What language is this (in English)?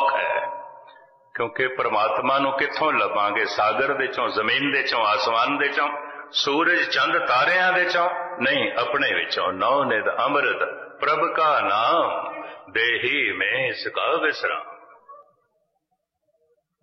Punjabi